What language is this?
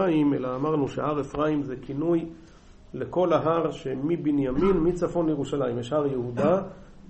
Hebrew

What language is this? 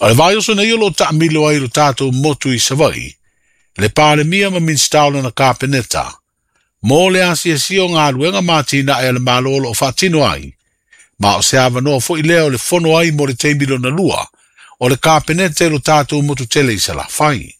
Samoan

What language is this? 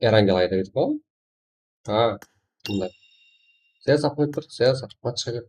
Kara-Kalpak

